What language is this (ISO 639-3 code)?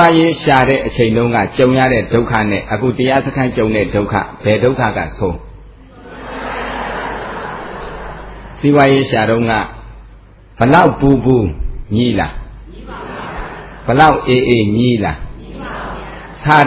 mya